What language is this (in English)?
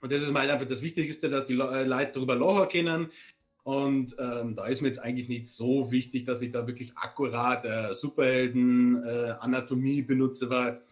Bavarian